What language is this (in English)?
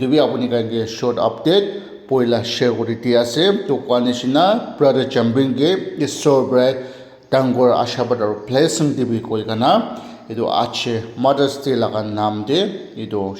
Naga Pidgin